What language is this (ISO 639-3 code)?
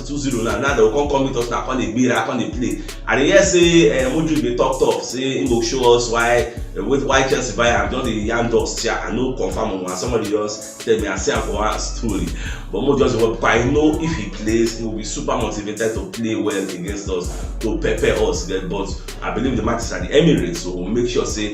pcm